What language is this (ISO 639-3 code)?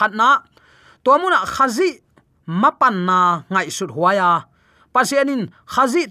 ctd